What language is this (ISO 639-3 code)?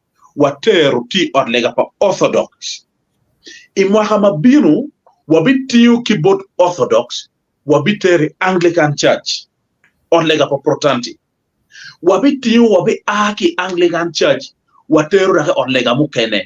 ach